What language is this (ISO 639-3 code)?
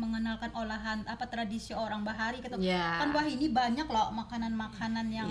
bjn